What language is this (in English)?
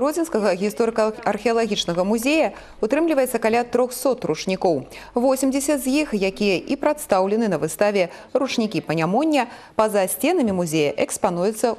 Belarusian